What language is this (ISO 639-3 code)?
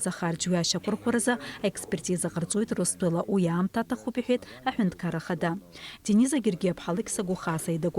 abk